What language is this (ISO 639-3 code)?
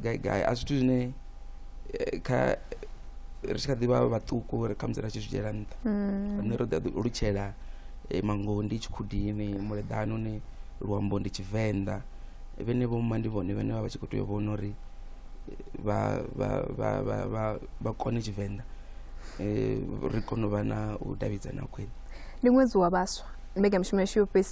ven